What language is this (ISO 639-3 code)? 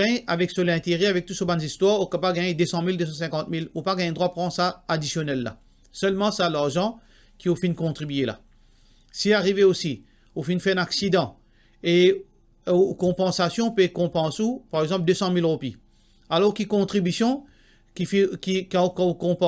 mfe